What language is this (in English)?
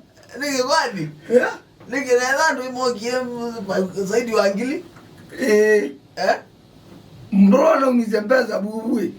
Kamba